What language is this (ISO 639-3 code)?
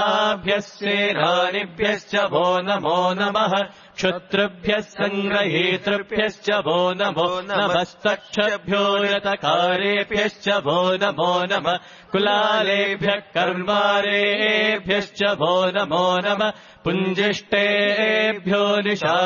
san